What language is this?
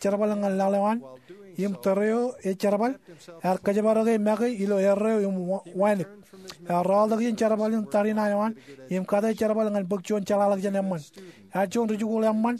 Marshallese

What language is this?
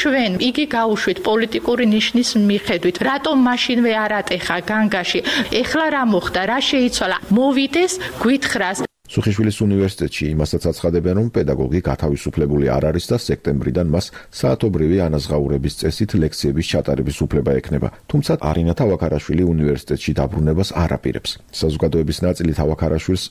Georgian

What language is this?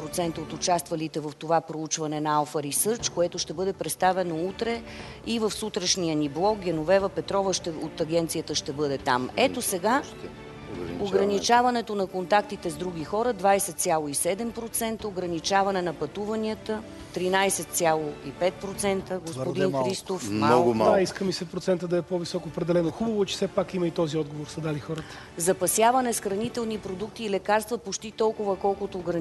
Bulgarian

